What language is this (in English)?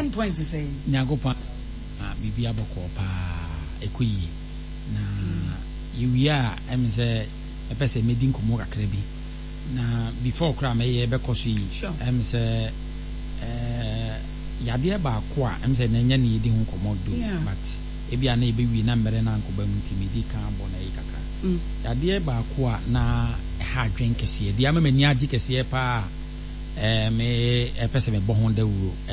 Akan